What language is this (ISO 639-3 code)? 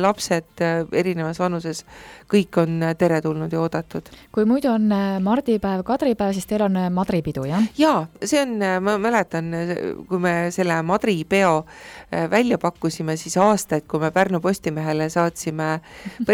est